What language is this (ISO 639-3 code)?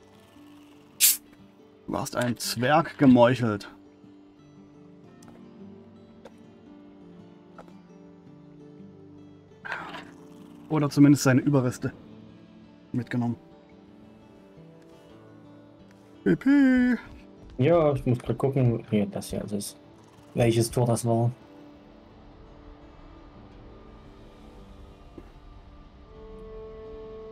deu